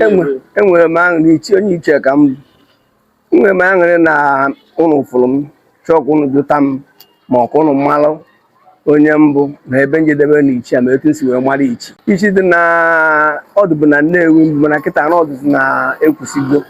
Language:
Igbo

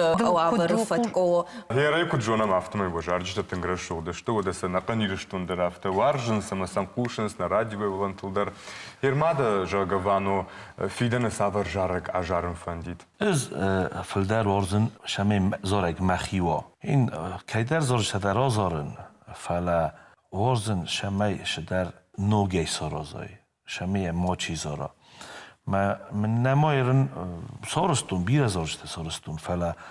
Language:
Ossetic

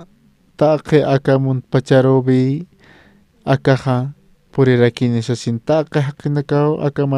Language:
Aymara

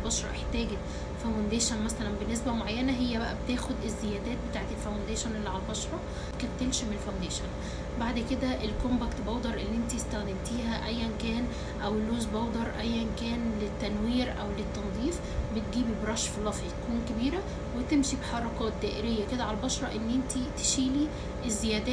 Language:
Egyptian Arabic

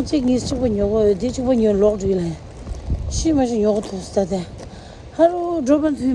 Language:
Tibetan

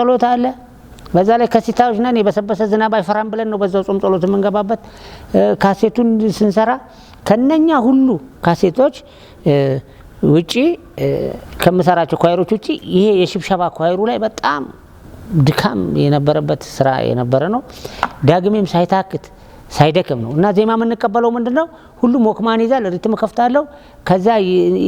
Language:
Amharic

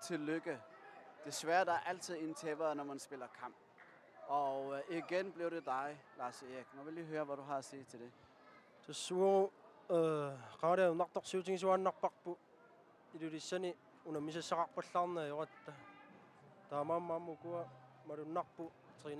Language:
Kalaallisut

